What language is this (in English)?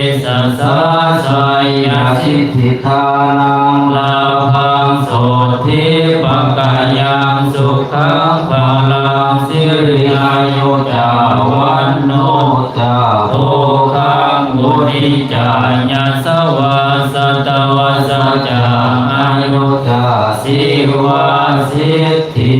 Pali